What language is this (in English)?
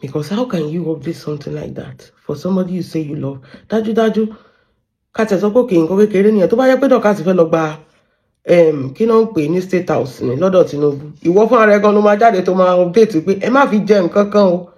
Yoruba